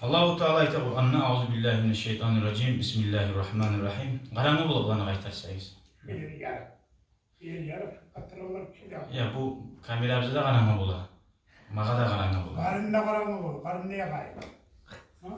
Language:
Kumyk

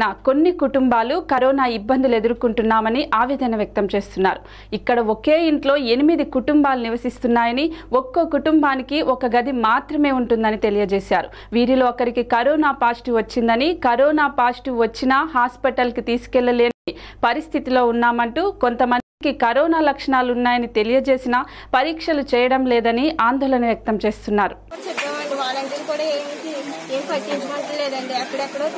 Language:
Telugu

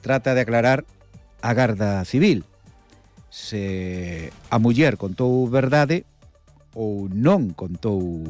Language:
Galician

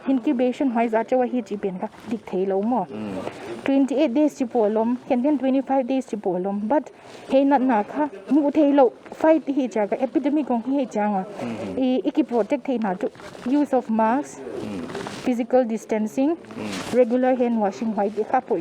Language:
Paite Chin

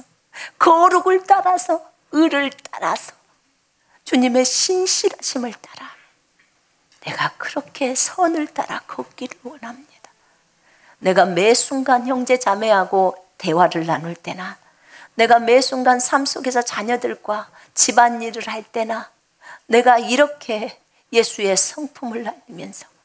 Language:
Korean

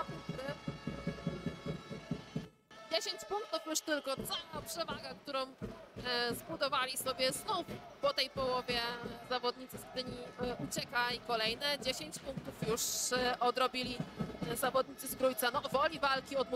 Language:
Polish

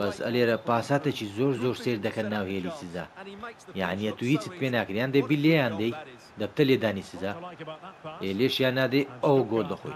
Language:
Central Kurdish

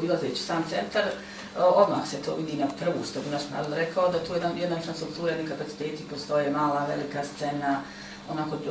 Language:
Bosnian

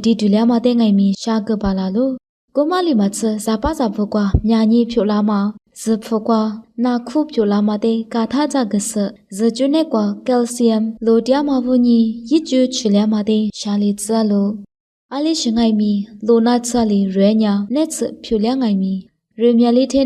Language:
Lisu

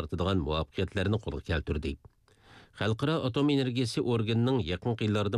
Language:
Uyghur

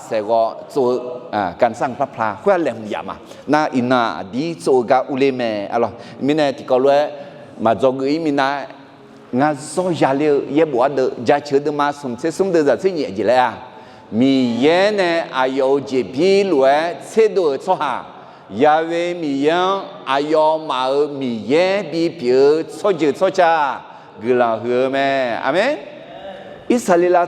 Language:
Akha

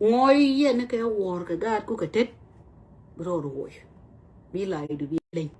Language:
Nuer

